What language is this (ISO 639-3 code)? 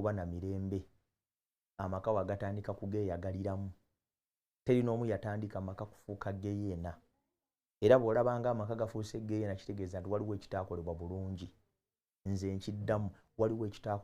lug